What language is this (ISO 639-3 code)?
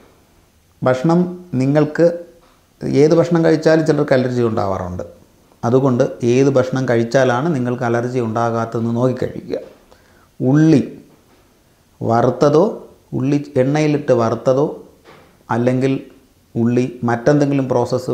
mal